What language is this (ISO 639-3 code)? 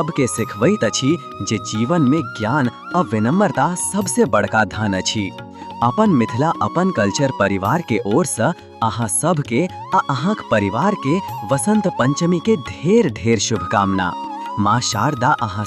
mai